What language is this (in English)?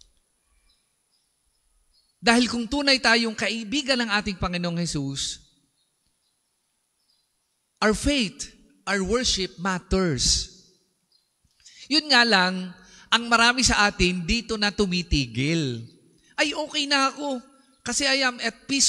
Filipino